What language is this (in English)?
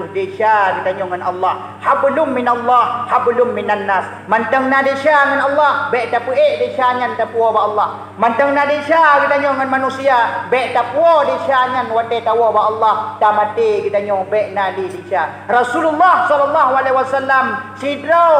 Achinese